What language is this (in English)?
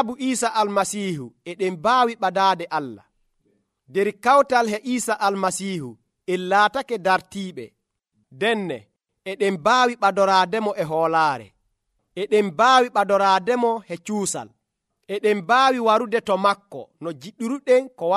Nigerian Fulfulde